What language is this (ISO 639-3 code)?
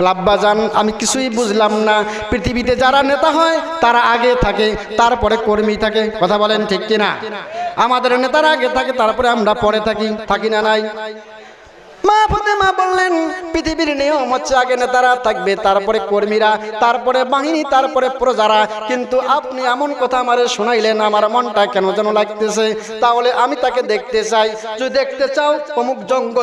ben